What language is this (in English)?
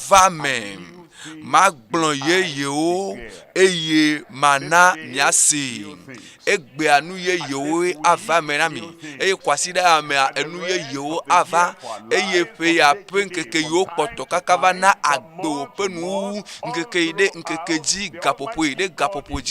Ewe